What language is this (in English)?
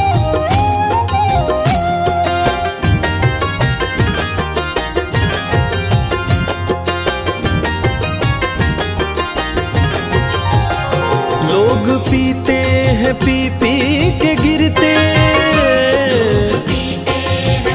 Hindi